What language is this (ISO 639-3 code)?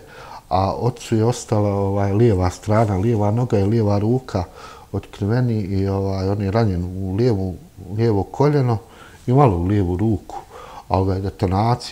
bos